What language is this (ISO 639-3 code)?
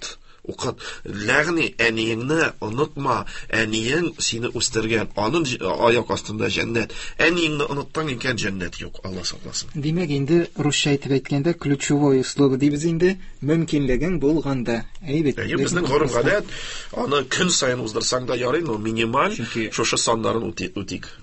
tat